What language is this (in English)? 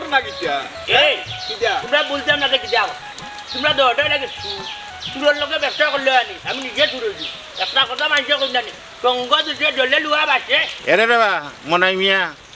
Sylheti